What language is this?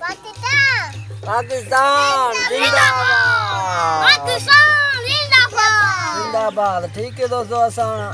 Saraiki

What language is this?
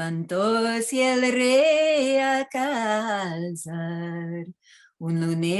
Ladino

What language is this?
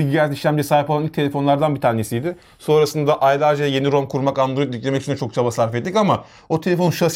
Turkish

